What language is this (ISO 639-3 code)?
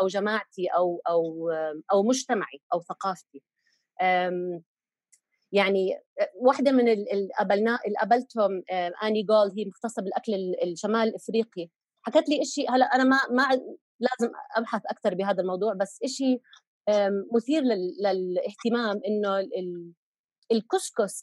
apc